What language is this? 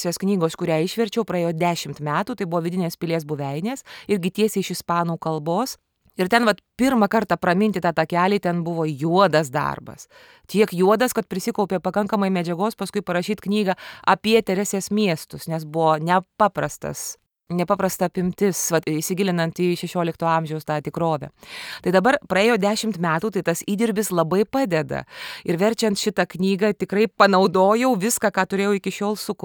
Lithuanian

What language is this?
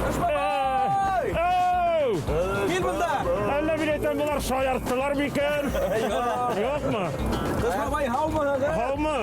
Bashkir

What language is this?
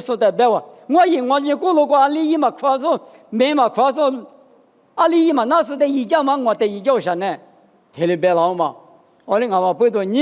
Lisu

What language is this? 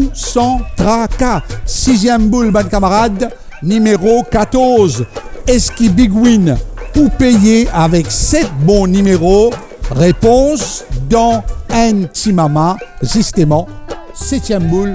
Morisyen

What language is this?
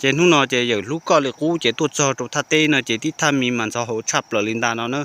Hmong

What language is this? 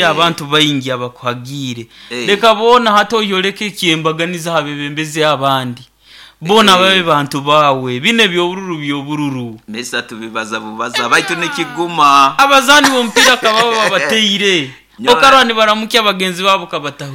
Nyoro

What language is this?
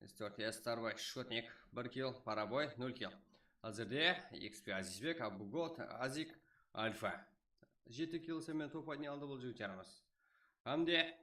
Kara-Kalpak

